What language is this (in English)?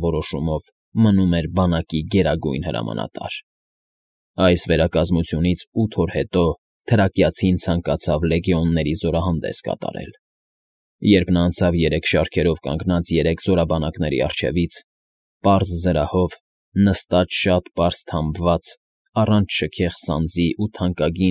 Armenian